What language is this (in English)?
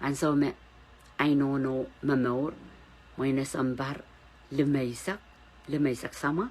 Pohnpeian